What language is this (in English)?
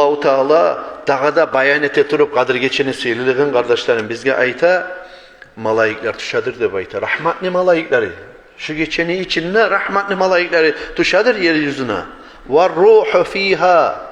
Kumyk